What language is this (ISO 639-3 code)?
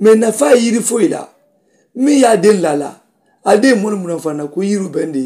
man